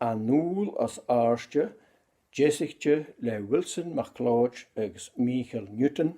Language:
Scottish Gaelic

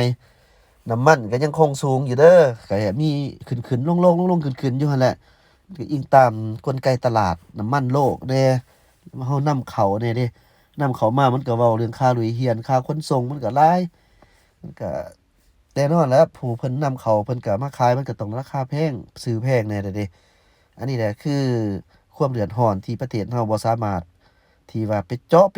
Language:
Lao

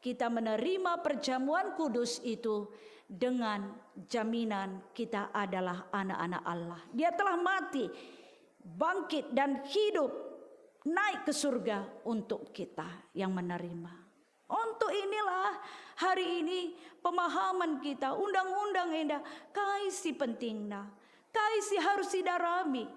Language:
Batak Karo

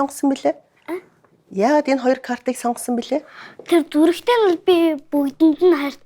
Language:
Mongolian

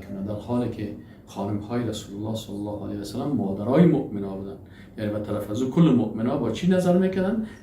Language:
Persian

